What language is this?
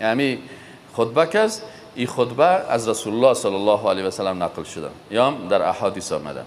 Persian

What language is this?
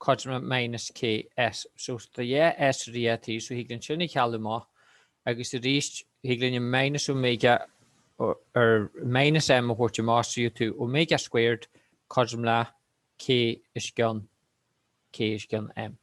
Irish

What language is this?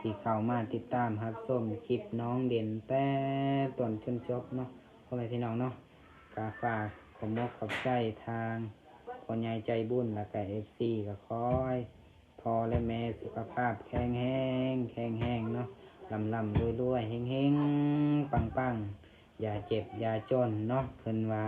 Lao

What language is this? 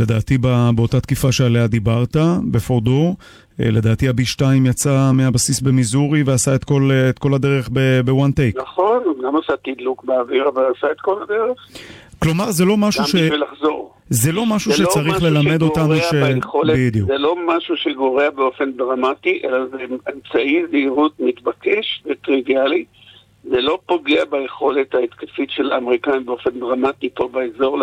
Hebrew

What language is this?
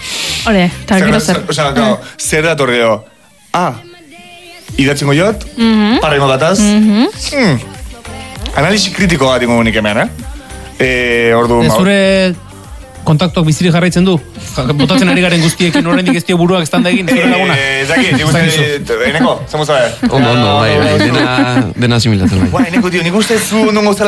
Basque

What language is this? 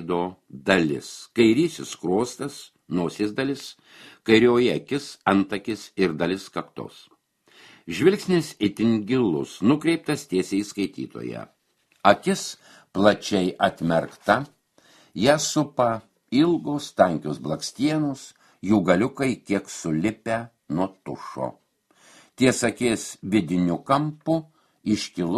Lithuanian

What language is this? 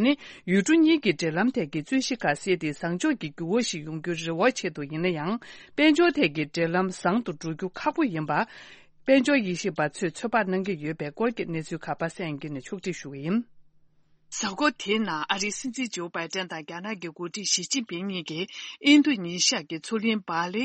Tibetan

